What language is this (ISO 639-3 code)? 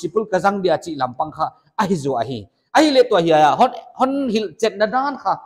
pck